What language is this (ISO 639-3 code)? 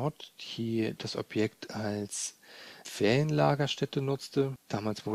deu